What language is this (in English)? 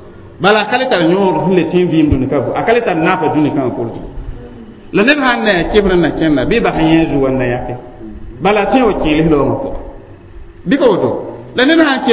Mossi